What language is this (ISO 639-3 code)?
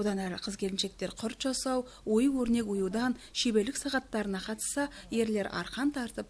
kaz